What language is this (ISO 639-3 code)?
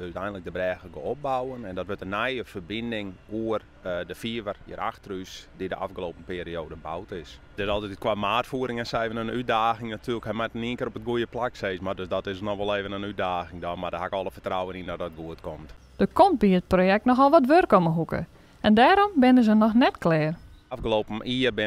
fry